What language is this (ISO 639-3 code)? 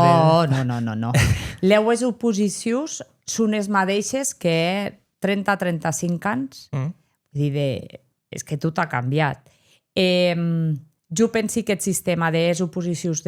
oci